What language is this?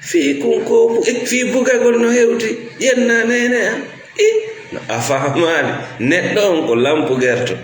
Fula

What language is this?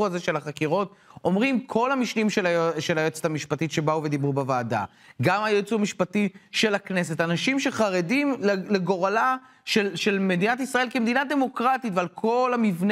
Hebrew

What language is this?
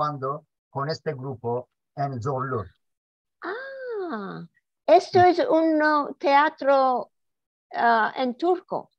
Ladino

